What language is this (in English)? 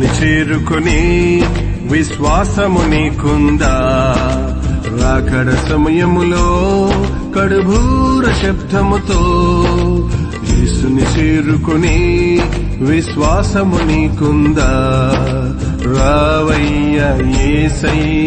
Telugu